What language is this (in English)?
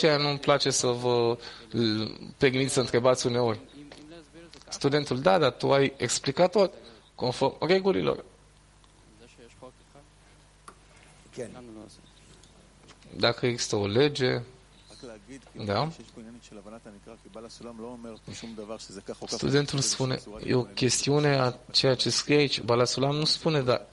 Romanian